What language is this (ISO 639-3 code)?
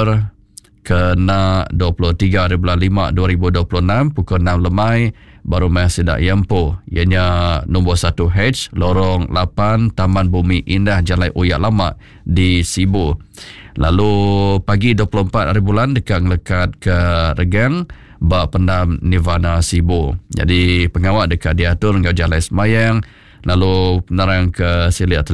iba